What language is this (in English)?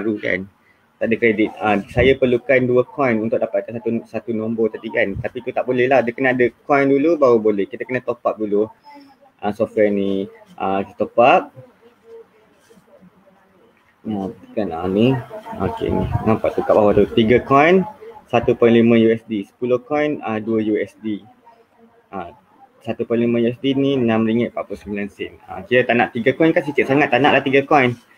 Malay